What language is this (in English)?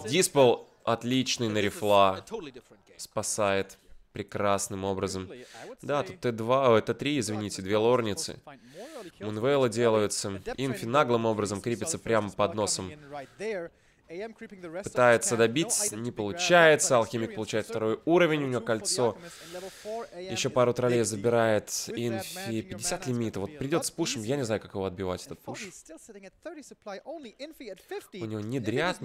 Russian